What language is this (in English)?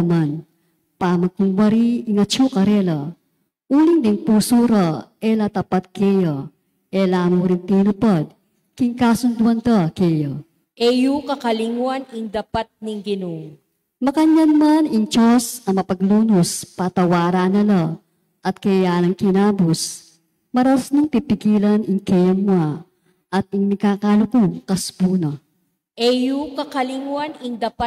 Pampanga